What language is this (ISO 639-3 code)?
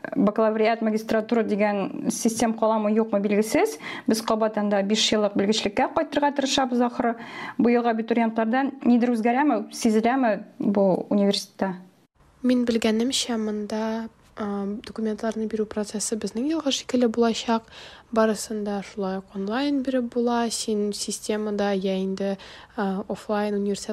tat